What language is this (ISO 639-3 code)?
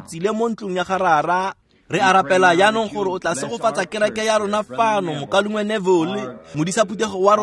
tsn